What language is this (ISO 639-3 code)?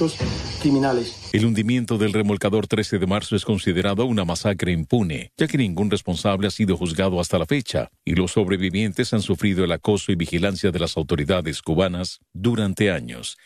spa